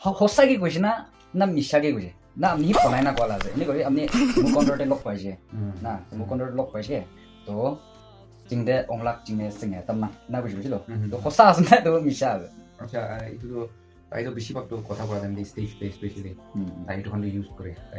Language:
Naga Pidgin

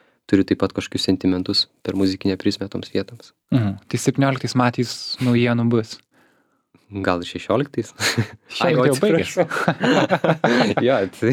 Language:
Lithuanian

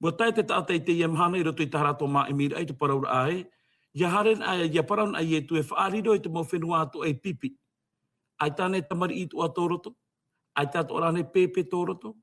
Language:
Tahitian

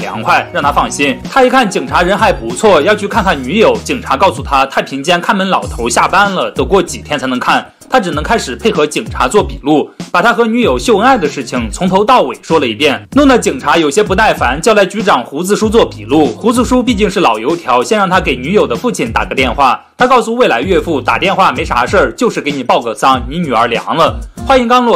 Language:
Chinese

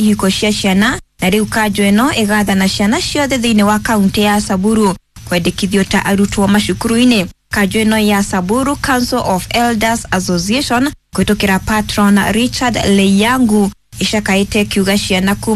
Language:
Kikuyu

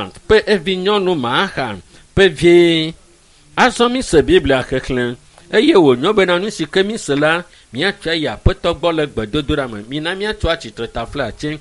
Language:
Ewe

